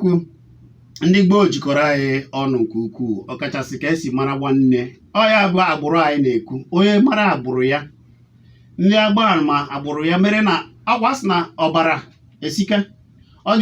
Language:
Igbo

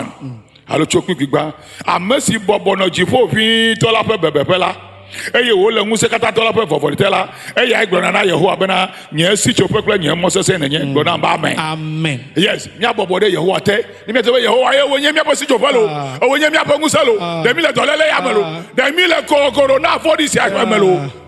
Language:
Ewe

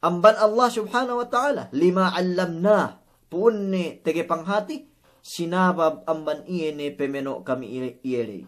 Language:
Yakan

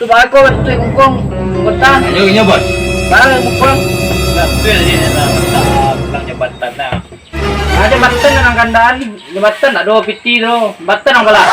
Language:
Minangkabau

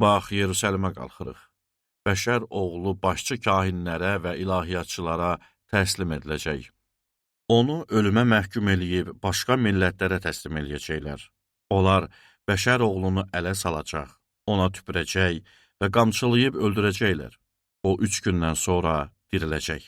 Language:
Azerbaijani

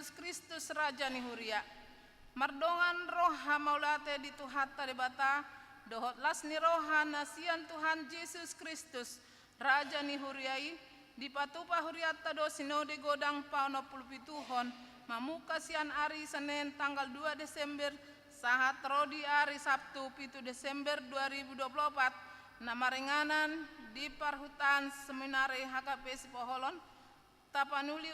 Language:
Batak Toba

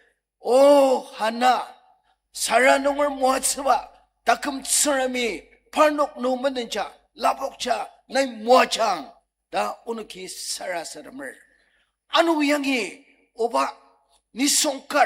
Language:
Ao Naga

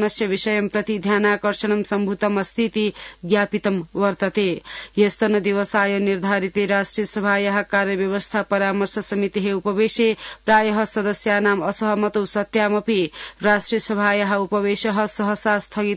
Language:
Sanskrit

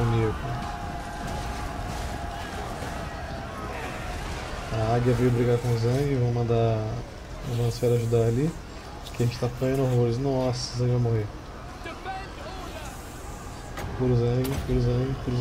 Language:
Portuguese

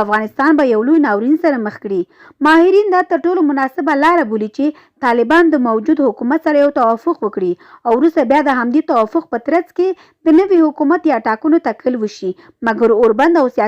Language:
Pashto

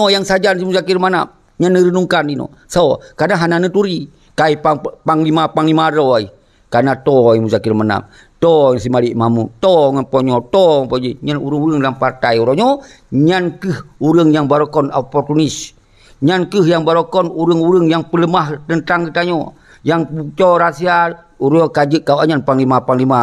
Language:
Achinese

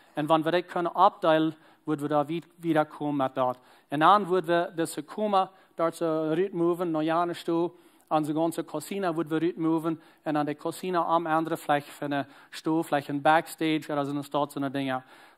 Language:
Plautdietsch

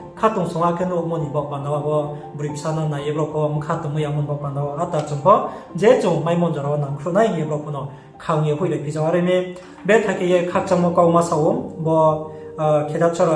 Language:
Riang (India)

